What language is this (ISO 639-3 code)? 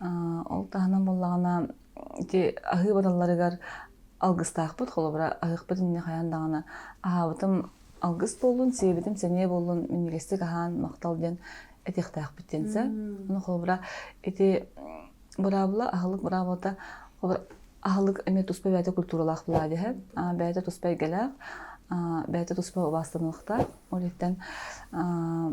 sah